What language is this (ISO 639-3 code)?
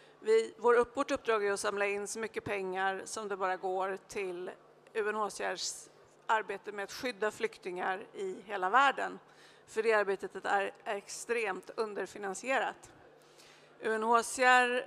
swe